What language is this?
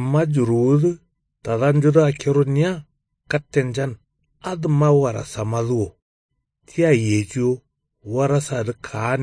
Kanuri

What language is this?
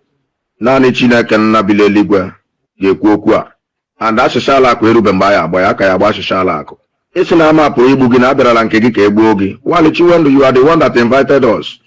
Igbo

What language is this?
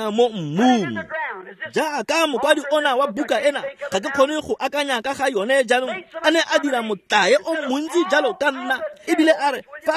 Tswana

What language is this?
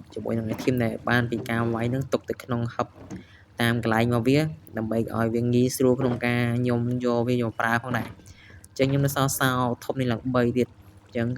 Khmer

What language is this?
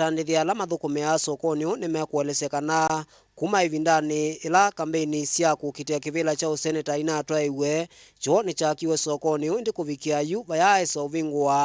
Kamba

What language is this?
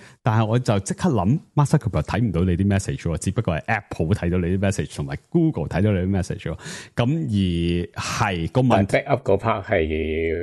Cantonese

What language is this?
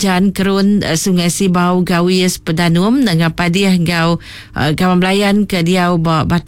Iban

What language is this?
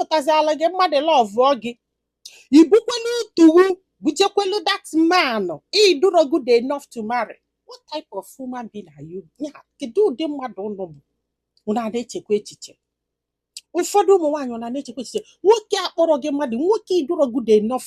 Igbo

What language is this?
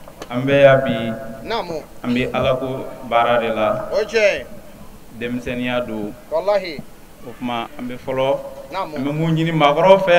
Bambara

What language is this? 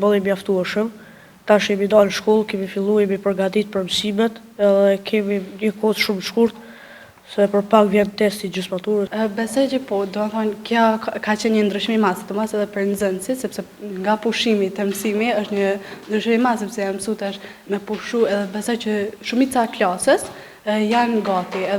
Albanian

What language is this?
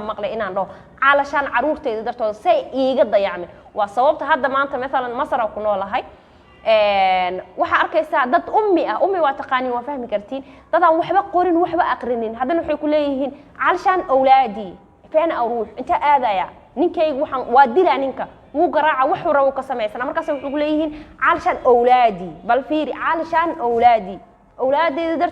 Somali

